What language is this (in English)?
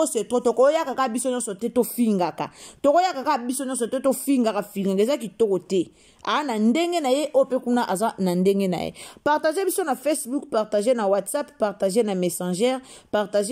Lingala